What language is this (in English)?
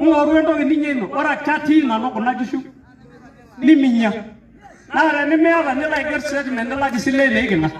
Masai